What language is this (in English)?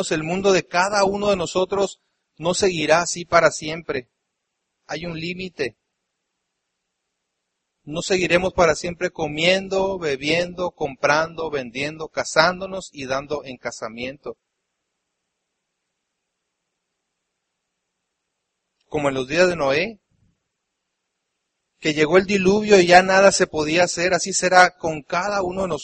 Spanish